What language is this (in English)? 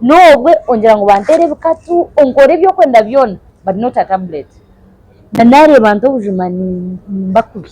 Nyankole